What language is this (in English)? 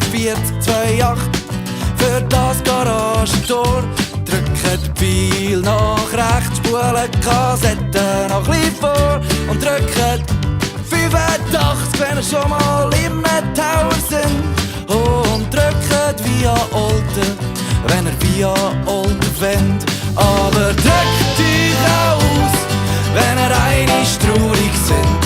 Swiss German